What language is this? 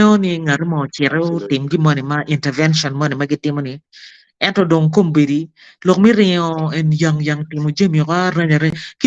Acoli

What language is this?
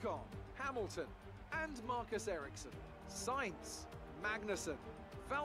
Czech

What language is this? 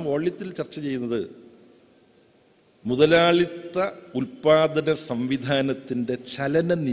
Malayalam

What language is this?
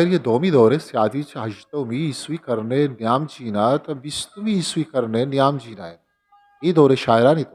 Eastern Balochi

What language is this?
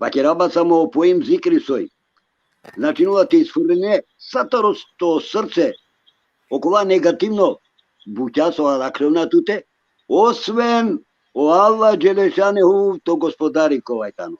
Balkan Romani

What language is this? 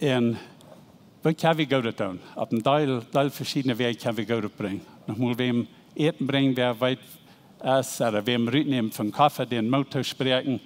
Plautdietsch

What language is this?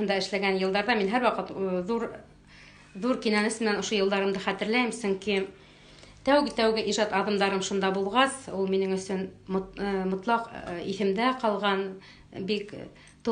Bashkir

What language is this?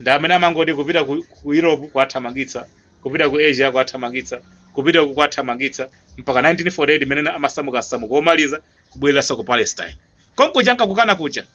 Nyanja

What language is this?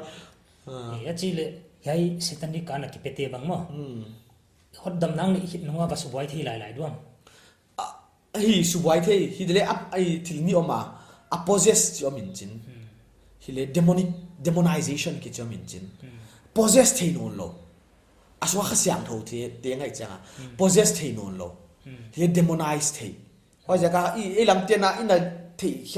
Paite Chin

